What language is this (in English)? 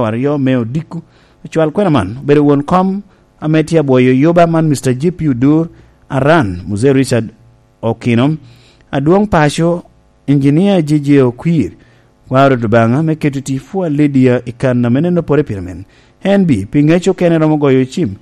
Lango (Uganda)